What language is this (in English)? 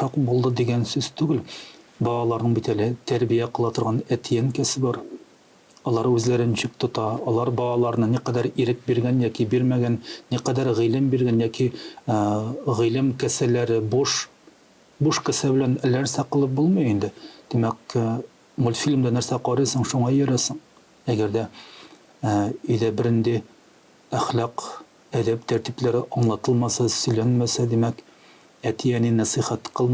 Tatar